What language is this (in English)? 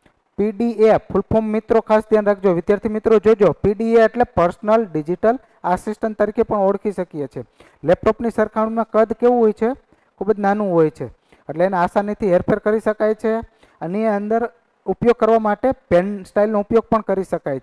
Gujarati